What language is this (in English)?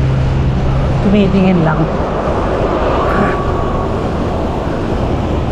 Filipino